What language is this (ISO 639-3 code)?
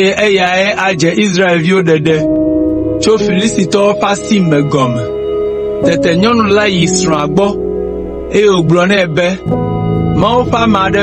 ewe